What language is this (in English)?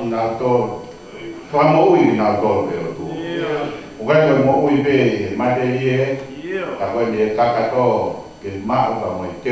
Tongan